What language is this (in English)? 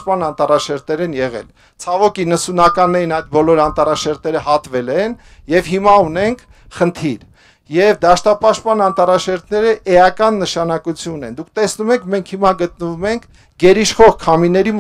Armenian